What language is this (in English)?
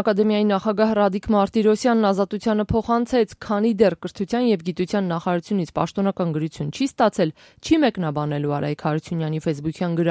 Armenian